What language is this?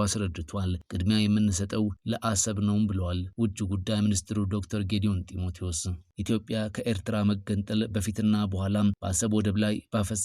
Amharic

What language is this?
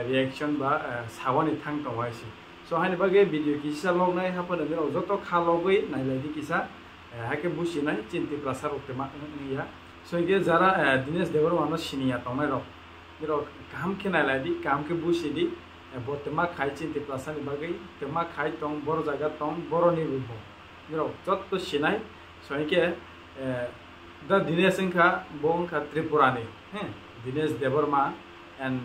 Kok Borok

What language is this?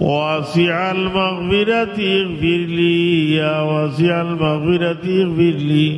Sylheti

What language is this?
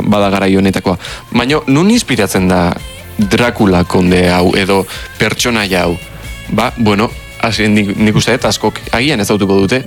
Basque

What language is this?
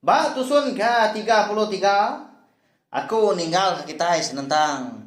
Iban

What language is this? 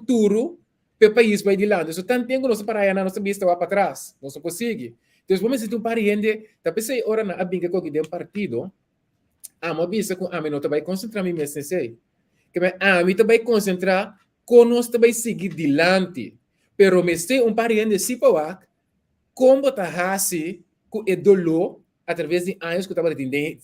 Papiamento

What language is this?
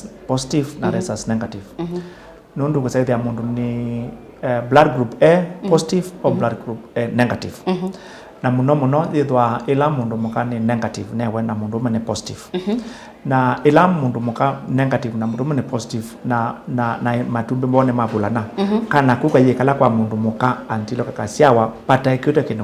Kamba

